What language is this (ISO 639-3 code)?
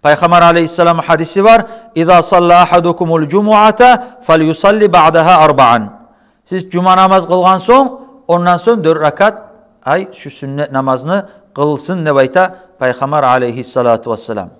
kum